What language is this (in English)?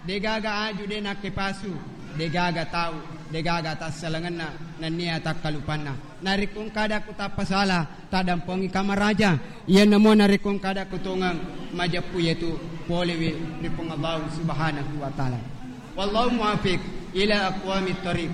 Buginese